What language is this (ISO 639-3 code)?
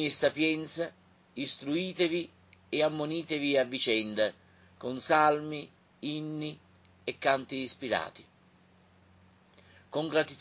ita